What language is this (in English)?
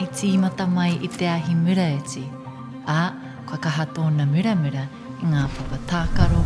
Māori